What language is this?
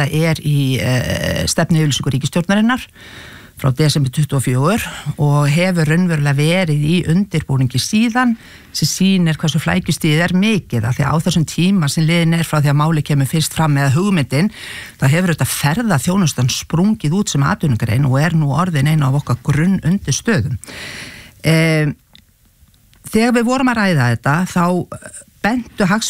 Icelandic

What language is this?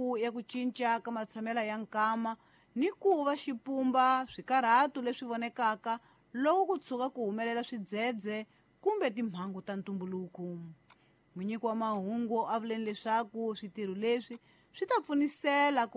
Tsonga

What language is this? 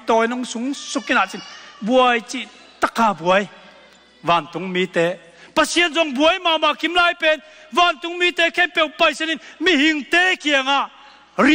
Tedim Chin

